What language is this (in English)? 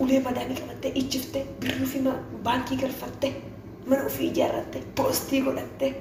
Oromo